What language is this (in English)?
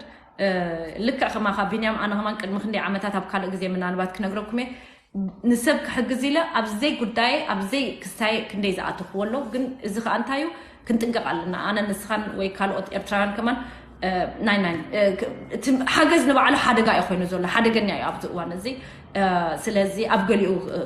Tigrinya